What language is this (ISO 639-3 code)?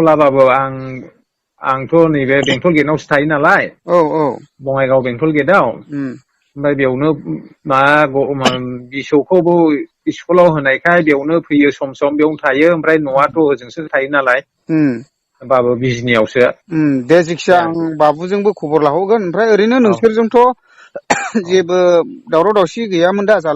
brx